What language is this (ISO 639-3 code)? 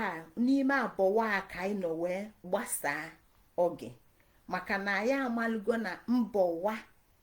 ibo